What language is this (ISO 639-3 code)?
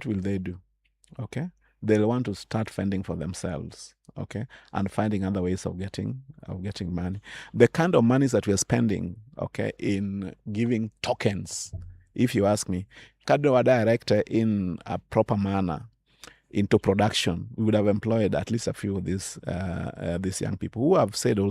luo